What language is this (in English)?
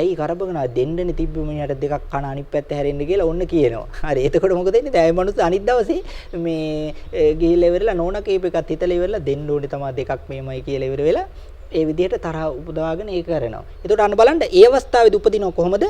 Sinhala